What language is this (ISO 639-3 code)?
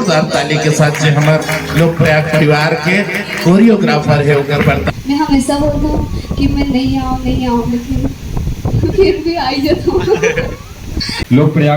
hne